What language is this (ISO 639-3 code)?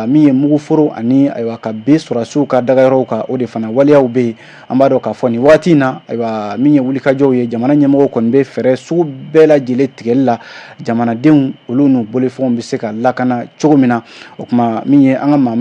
bam